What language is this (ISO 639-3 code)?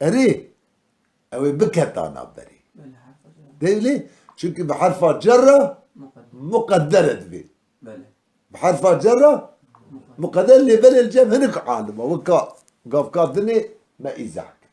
kur